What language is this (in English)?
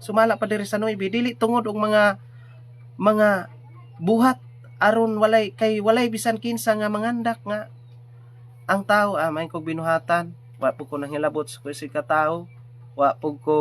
Cebuano